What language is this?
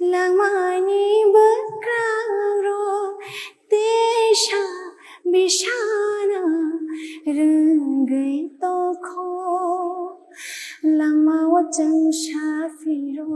Kok Borok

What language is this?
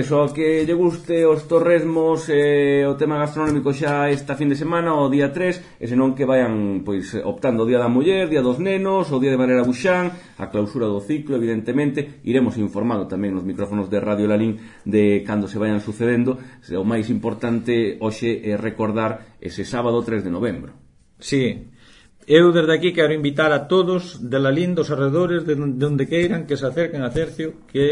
Galician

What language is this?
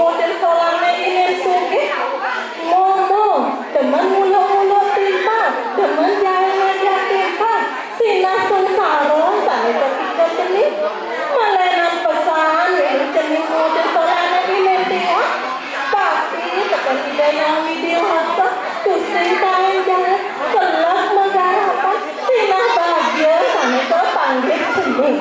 Balinese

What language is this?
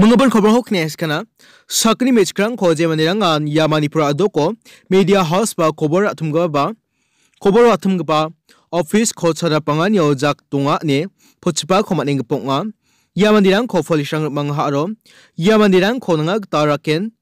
Garo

